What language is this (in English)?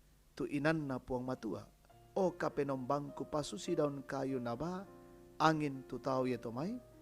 Toraja-Sa'dan